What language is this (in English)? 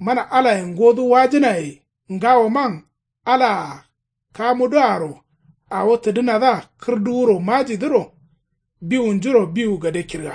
Kanuri